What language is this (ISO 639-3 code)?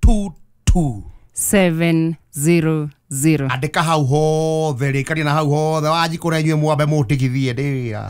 kik